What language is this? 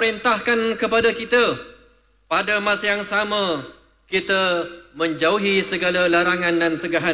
Malay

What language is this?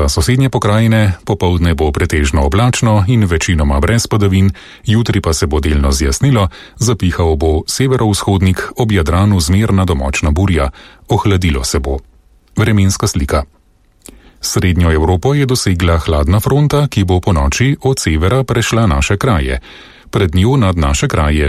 Slovenian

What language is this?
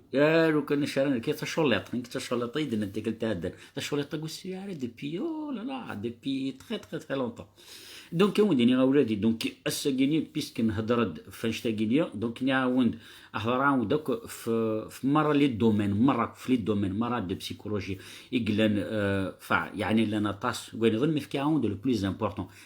Kabyle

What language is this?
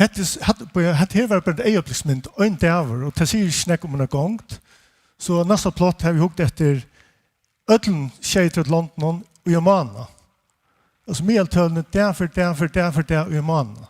Faroese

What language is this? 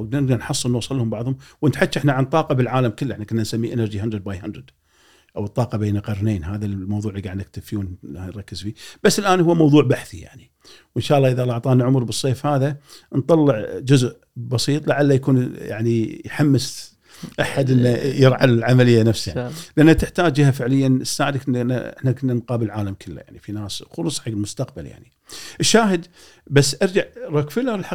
Gulf Arabic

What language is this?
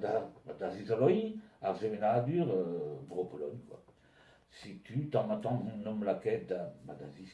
Breton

